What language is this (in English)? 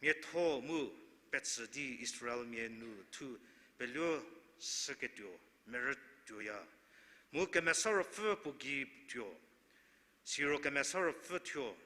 Angami Naga